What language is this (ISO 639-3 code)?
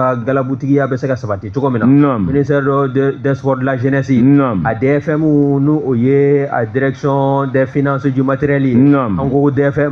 bam